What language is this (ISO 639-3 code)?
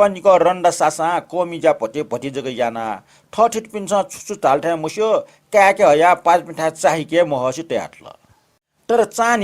new